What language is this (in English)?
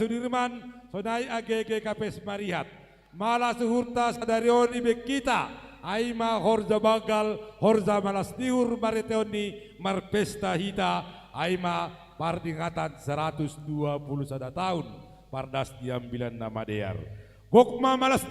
Batak Simalungun